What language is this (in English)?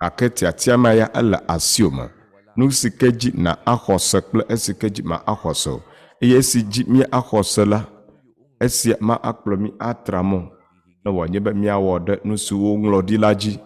Ewe